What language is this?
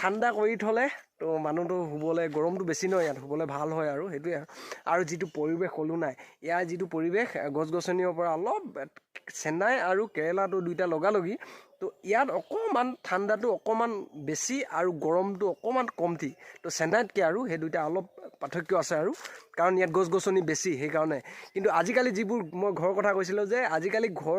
Assamese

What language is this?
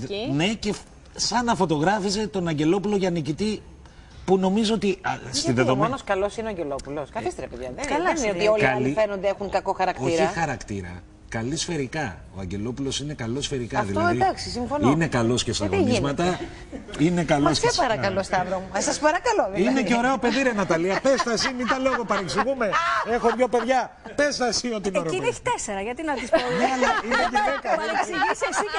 Greek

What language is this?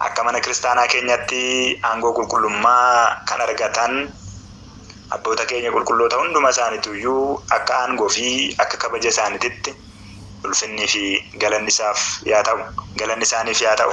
Oromo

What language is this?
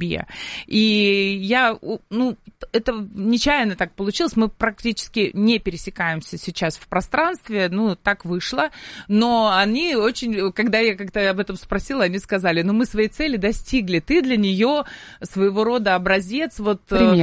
Russian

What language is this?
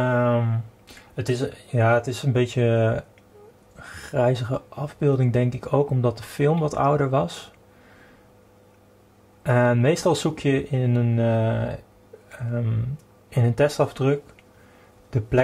Dutch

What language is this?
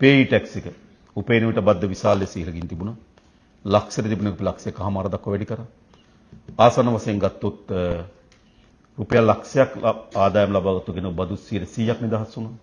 Sinhala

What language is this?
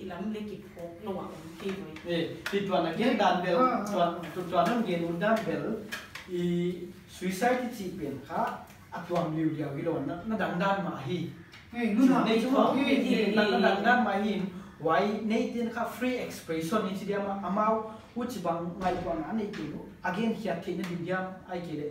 Paite Chin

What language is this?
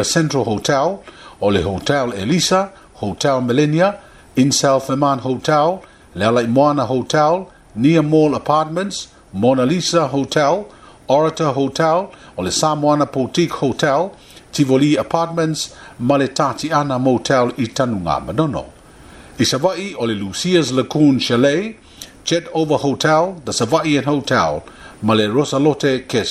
Samoan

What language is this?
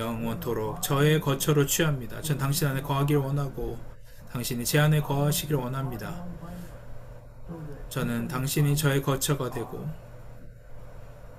Korean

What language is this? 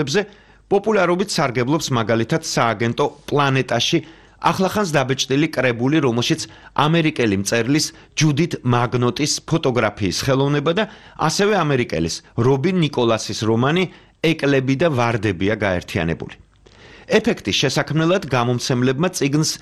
Georgian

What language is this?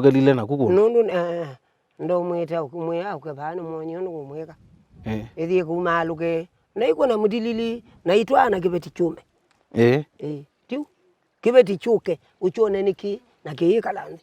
Kamba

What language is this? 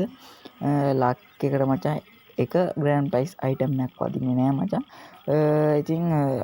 Sinhala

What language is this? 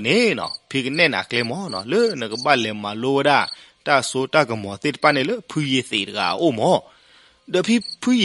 S'gaw Karen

